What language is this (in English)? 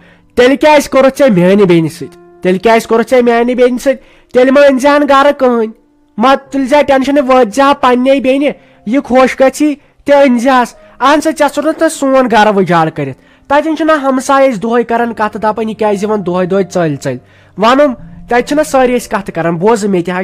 Kashmiri